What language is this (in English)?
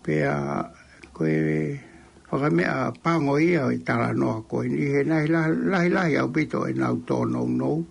Tongan